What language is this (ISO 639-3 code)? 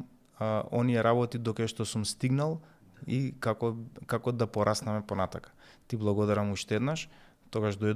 mkd